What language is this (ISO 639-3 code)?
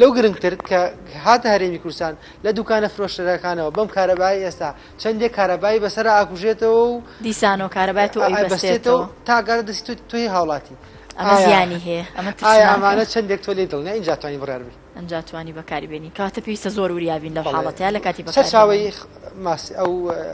ckb